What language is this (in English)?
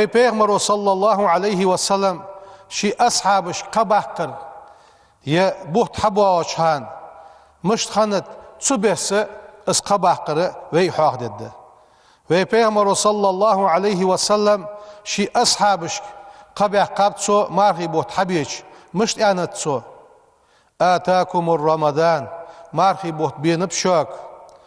Ingush